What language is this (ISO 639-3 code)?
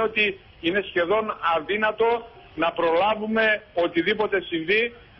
ell